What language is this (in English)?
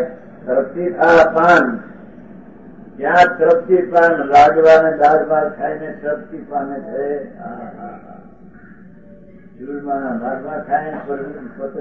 Gujarati